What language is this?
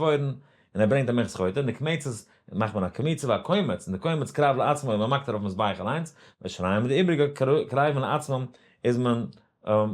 Yiddish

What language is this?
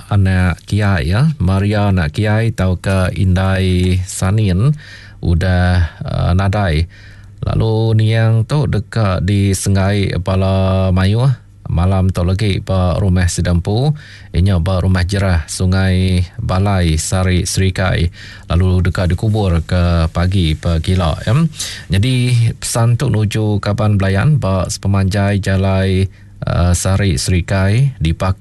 Iban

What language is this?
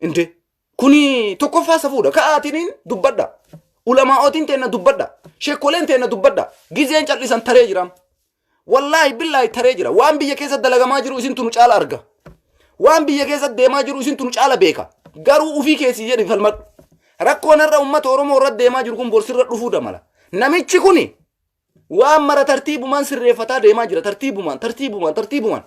Oromo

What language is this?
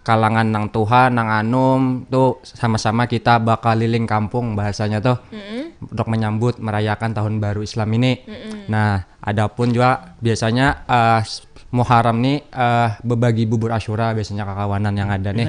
Banjar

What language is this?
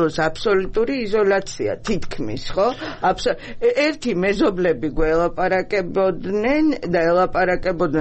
Georgian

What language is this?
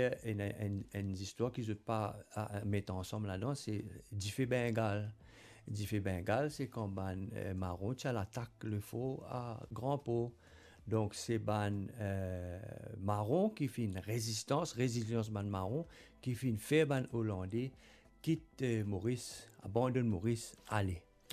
Morisyen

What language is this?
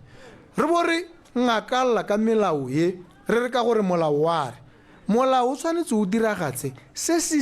Tswana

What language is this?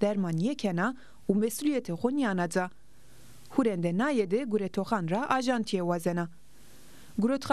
Zaza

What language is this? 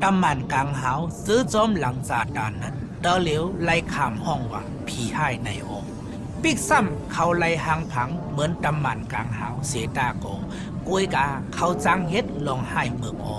Shan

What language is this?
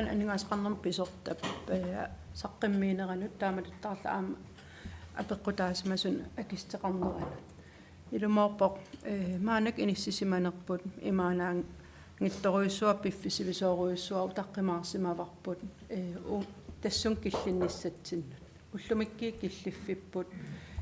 Kalaallisut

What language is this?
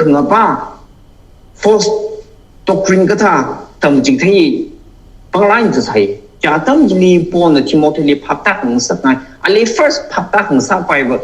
Tangkhul Naga (India)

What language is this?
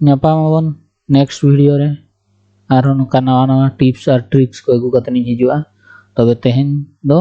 Santali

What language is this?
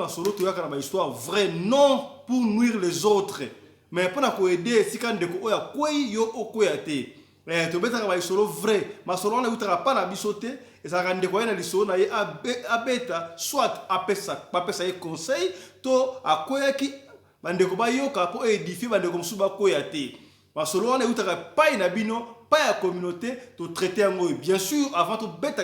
Lingala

